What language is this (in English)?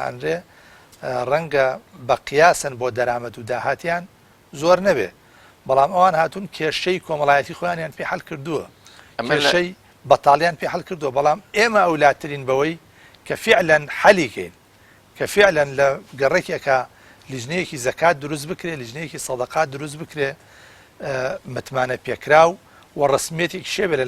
Central Kurdish